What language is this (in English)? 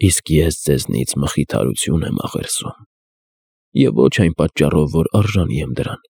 Armenian